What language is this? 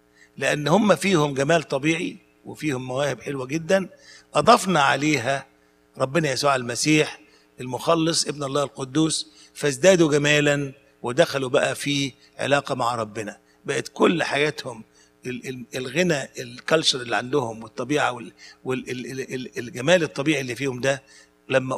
Egyptian Arabic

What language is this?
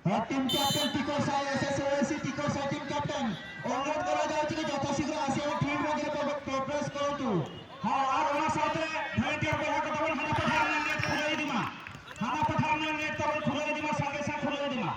Santali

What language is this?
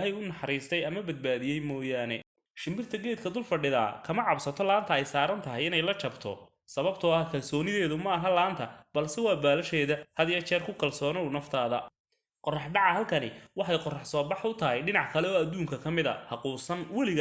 Somali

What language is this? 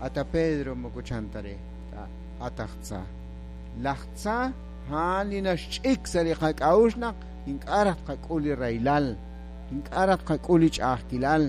Kekchí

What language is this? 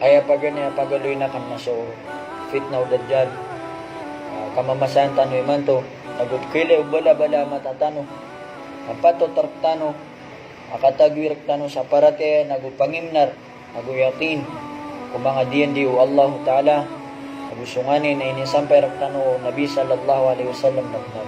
Maranao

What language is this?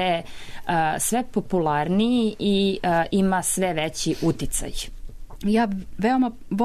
Serbian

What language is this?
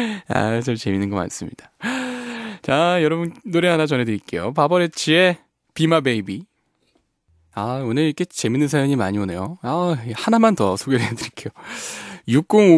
Korean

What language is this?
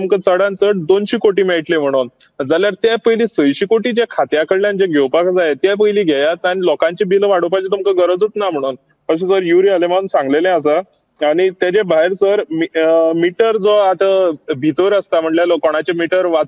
Konkani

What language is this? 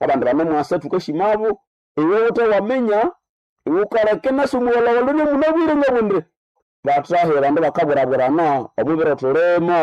Nande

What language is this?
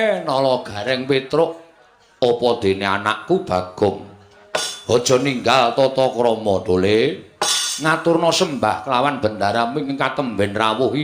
Javanese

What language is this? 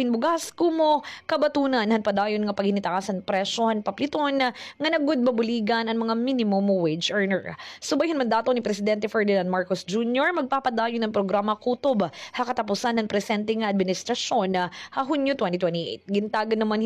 Waray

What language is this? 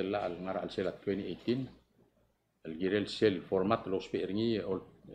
Palauan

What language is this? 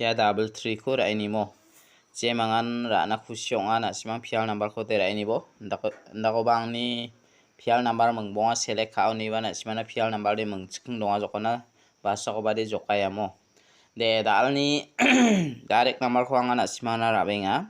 Garo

